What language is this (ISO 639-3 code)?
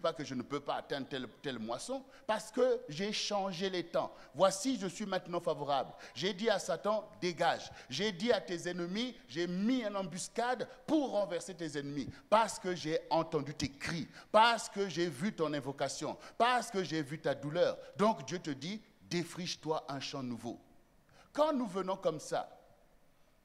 fra